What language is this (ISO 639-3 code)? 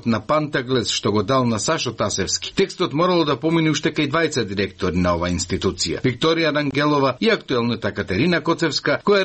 mkd